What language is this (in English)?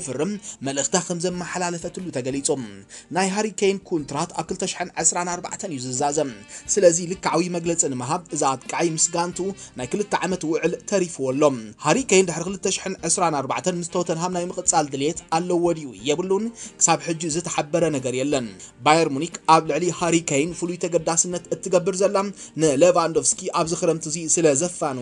Tigrinya